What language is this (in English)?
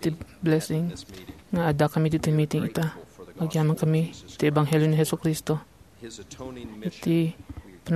Iloko